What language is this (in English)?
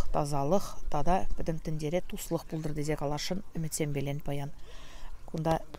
Chuvash